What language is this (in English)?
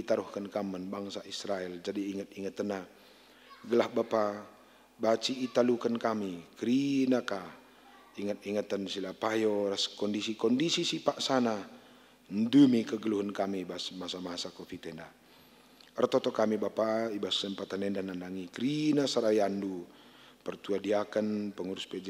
Batak Karo